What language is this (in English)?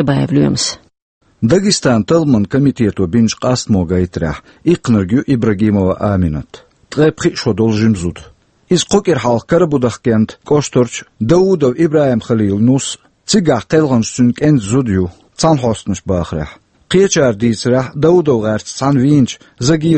Chechen